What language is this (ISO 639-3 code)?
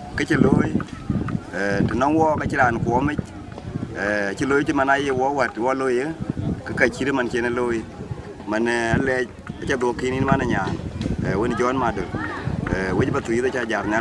din